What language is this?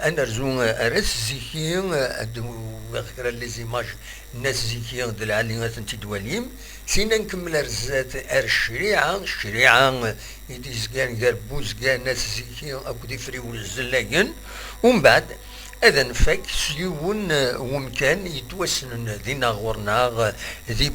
Kabyle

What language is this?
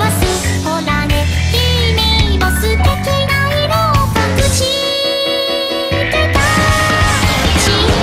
Japanese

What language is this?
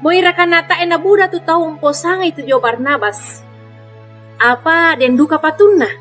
Toraja-Sa'dan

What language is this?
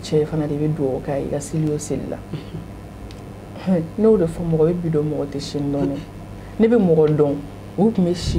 Bambara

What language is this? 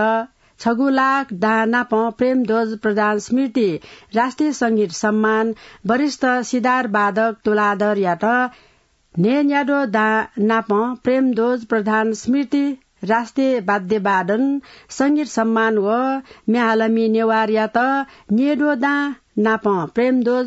Newari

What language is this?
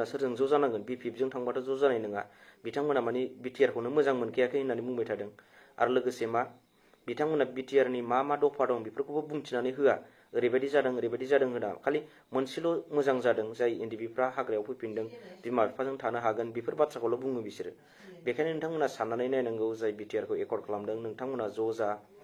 Bodo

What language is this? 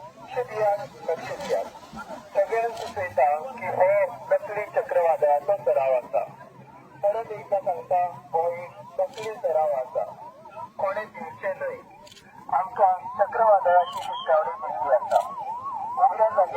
Konkani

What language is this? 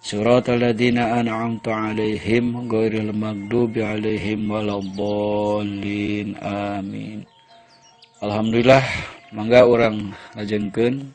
Sundanese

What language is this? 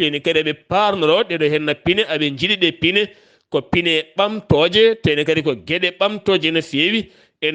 Fula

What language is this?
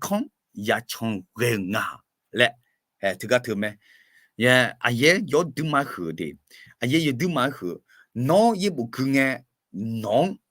Akha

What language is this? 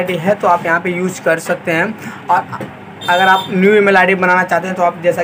Hindi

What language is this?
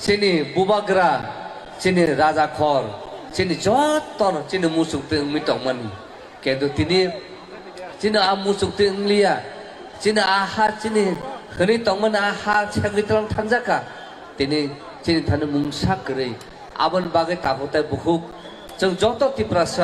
Kok Borok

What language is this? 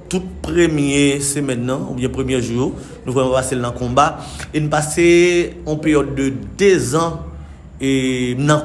Haitian Creole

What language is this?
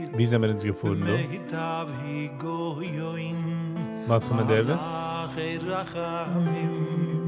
Yiddish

